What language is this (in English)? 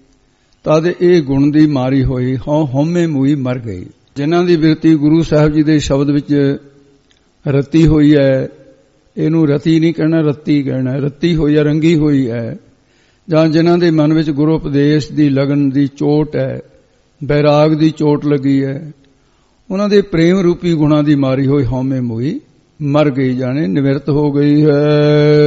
Punjabi